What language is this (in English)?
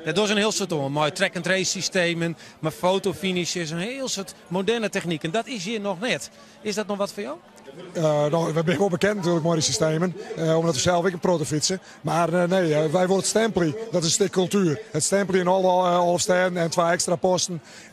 Western Frisian